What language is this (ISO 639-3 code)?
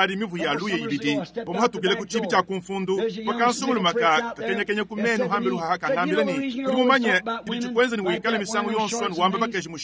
lua